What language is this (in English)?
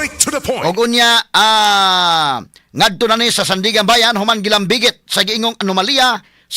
Cebuano